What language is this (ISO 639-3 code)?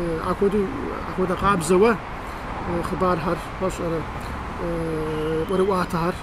kbd